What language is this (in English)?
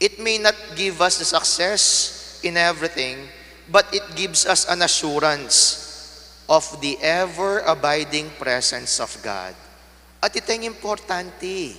Pampanga